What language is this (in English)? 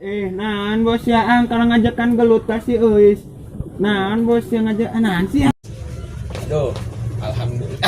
Sundanese